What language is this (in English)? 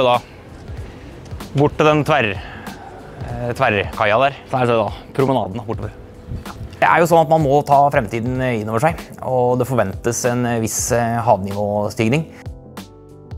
Norwegian